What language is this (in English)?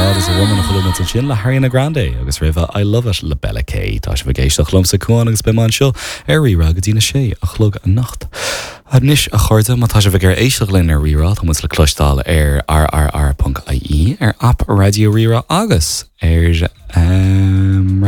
Irish